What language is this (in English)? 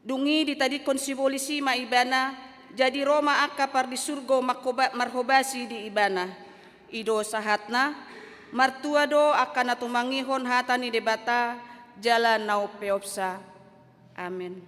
Batak Toba